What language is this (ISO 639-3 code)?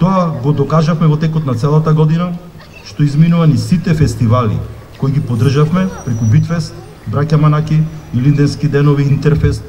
mkd